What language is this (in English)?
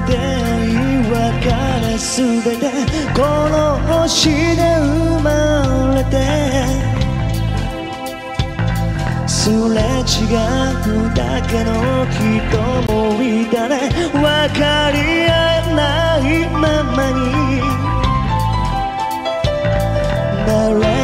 Japanese